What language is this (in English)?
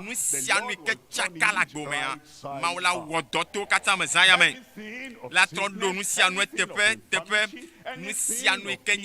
Ewe